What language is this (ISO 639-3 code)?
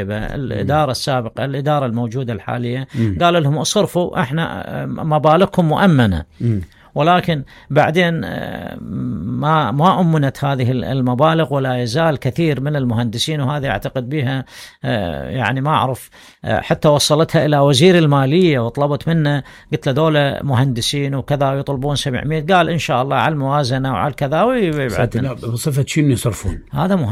acm